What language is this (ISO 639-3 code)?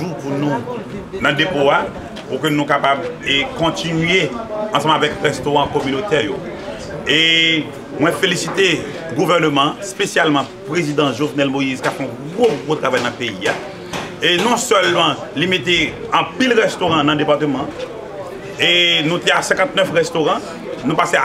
hat